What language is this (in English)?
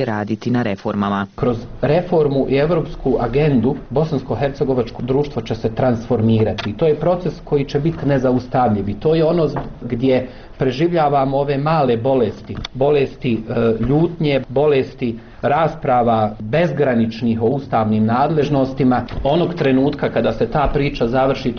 Bosnian